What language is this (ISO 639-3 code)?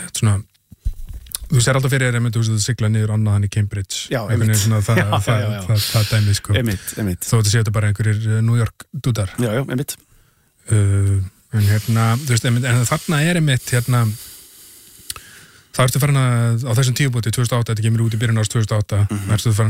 isl